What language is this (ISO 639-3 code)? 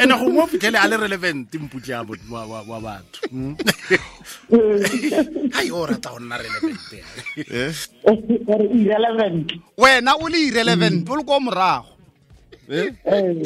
tsn